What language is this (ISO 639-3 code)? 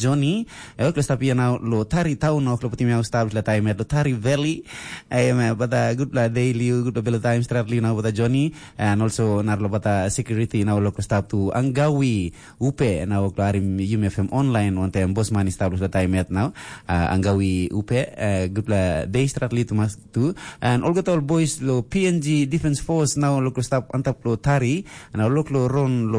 tpi